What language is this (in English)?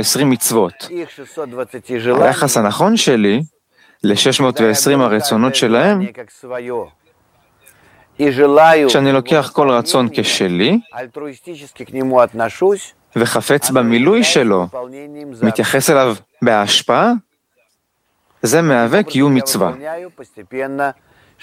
Hebrew